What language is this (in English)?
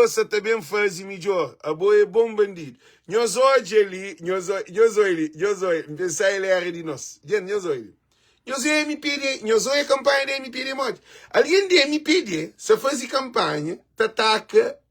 Kabuverdianu